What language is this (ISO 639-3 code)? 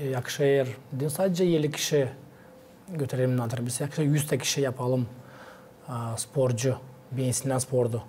gag